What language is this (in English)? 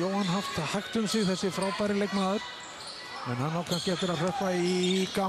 Icelandic